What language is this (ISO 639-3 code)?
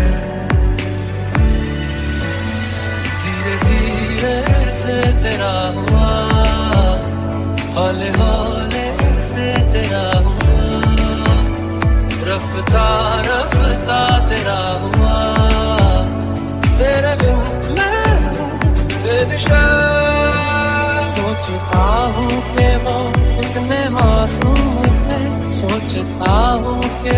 hin